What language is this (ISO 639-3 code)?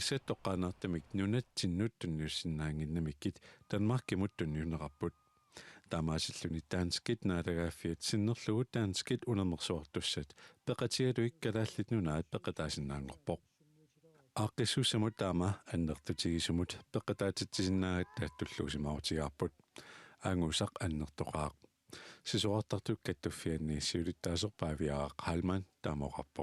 kal